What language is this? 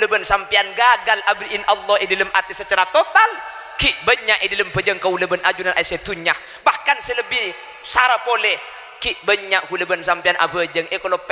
Madurese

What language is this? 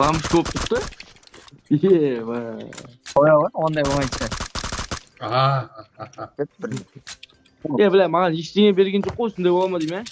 Kara-Kalpak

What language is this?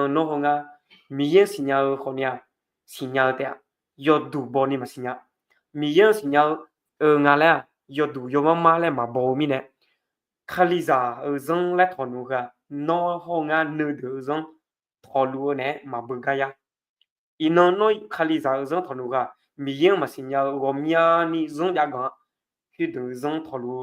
Akha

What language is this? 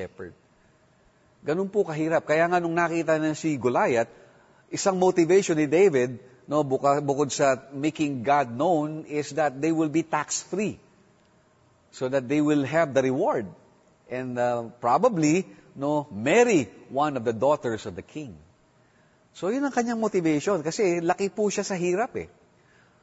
Filipino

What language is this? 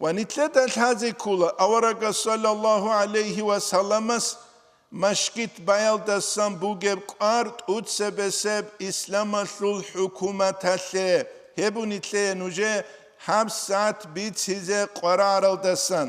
Avaric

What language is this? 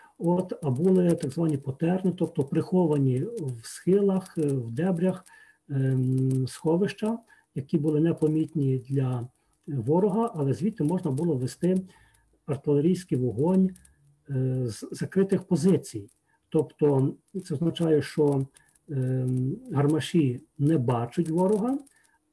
Ukrainian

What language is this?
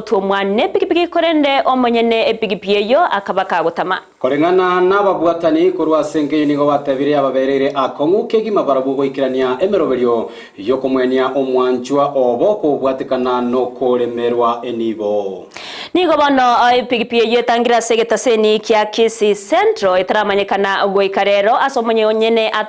Gusii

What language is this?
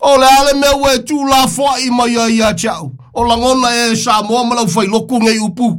Samoan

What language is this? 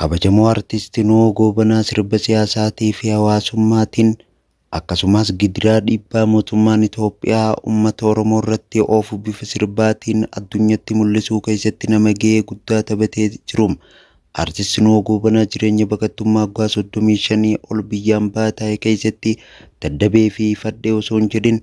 Oromo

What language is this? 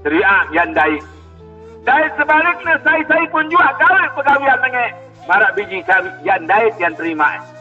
Sasak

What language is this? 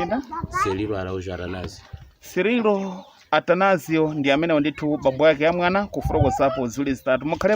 Nyanja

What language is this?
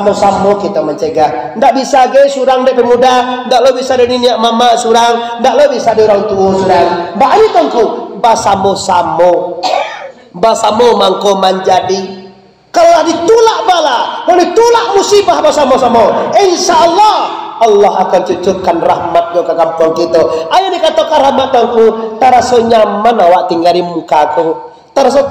Minangkabau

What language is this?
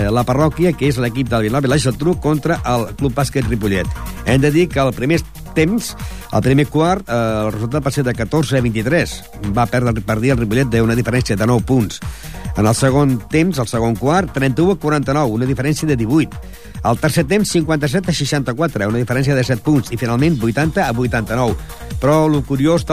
Catalan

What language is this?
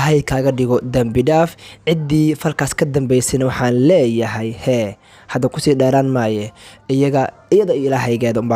Somali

